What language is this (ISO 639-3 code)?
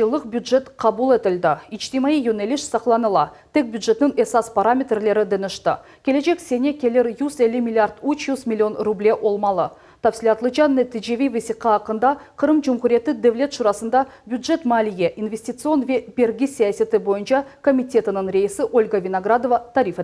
crh